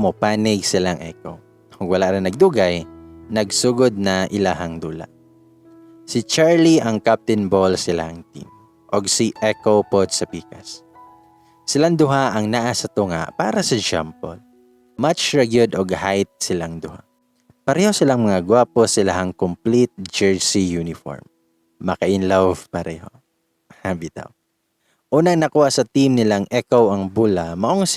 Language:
Cebuano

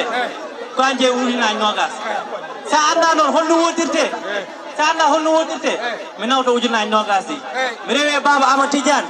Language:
Fula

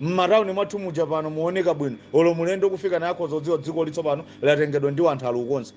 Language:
Nyanja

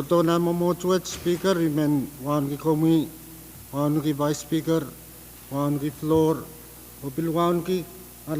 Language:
Pohnpeian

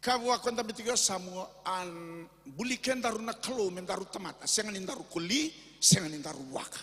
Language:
Fijian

